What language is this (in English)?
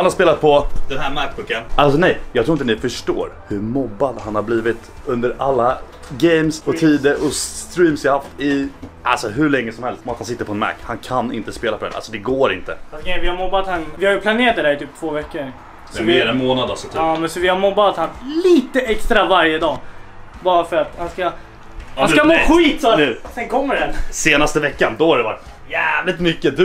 Swedish